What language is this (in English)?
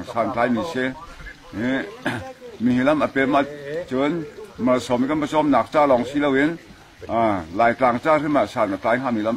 Hakha Chin